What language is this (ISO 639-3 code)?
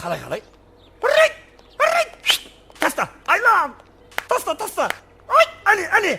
kaa